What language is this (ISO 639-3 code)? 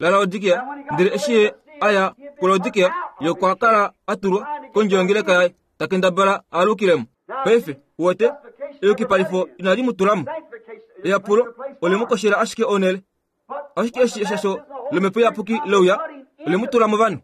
kua